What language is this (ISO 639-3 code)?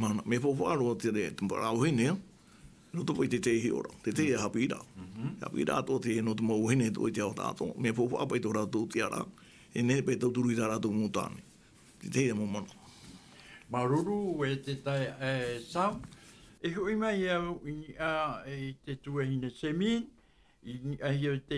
tah